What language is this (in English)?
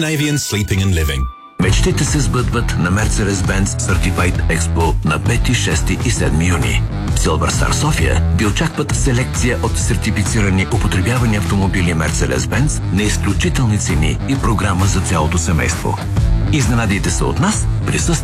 Bulgarian